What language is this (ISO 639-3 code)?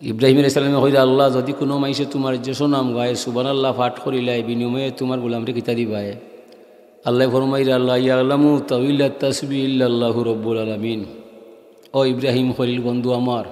syl